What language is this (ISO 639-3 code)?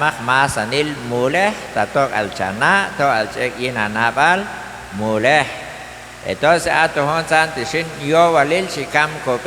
kjb